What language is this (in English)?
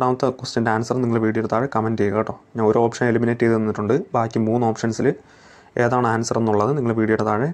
Malayalam